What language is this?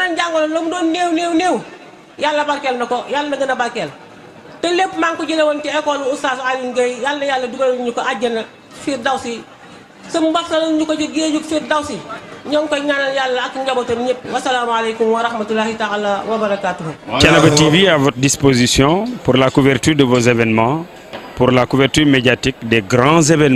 Wolof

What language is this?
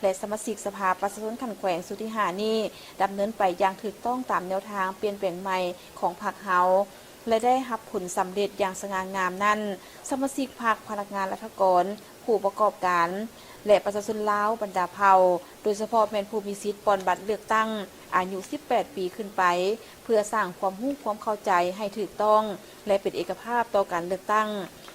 Lao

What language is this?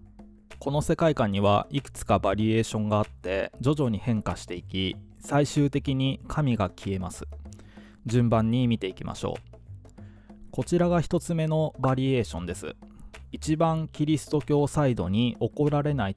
Japanese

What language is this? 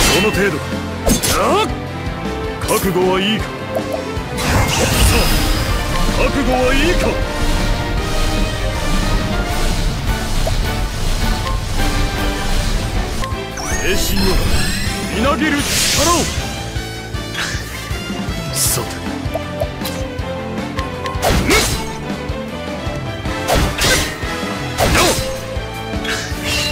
Japanese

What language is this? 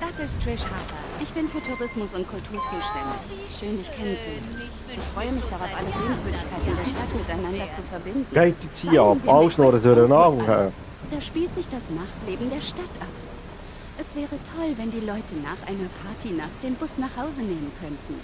Swiss German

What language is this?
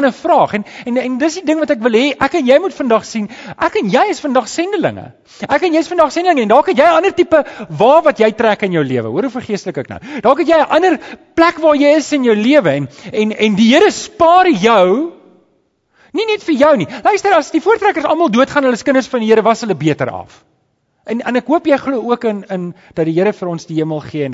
Afrikaans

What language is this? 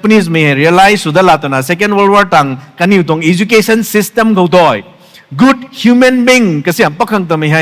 Rongmei Naga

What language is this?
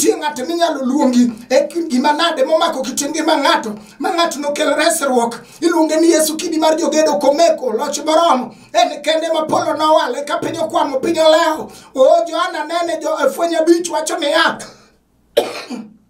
Luo (Kenya and Tanzania)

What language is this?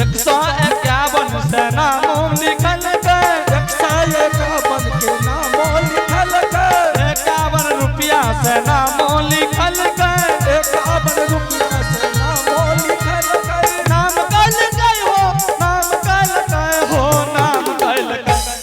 Angika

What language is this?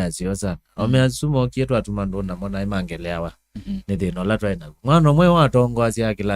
Kamba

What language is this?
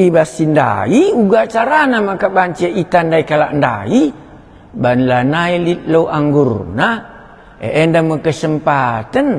Batak Karo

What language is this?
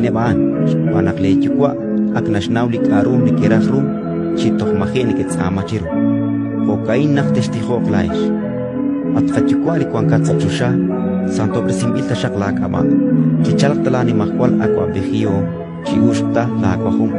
Kekchí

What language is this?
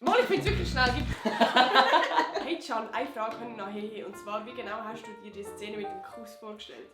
Swiss German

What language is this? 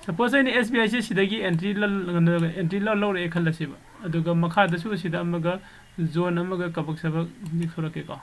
Manipuri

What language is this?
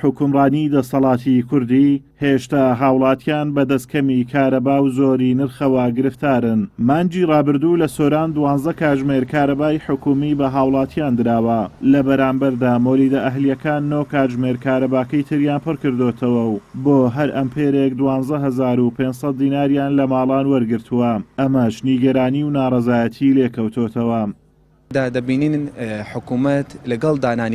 Central Kurdish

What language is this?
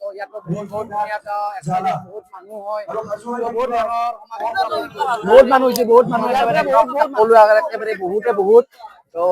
Assamese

